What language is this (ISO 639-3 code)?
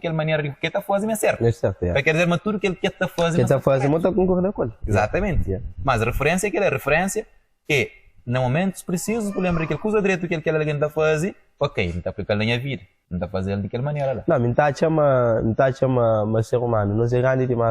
kea